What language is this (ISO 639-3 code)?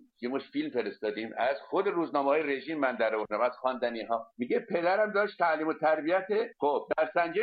fas